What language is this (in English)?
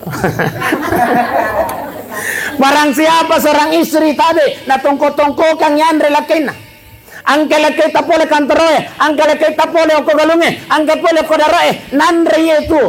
Buginese